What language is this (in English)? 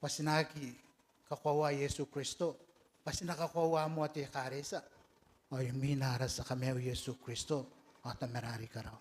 Gilbertese